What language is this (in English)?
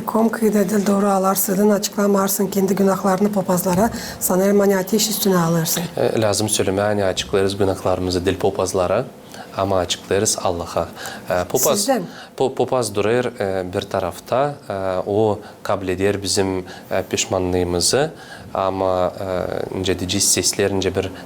Gagauz